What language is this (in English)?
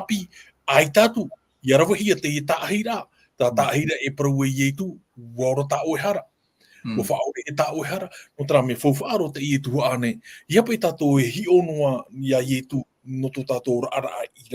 Tahitian